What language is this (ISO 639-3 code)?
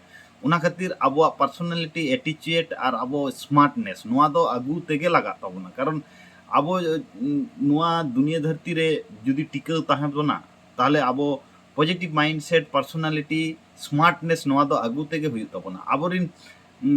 sat